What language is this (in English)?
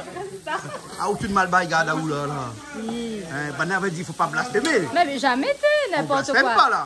Réunion Creole French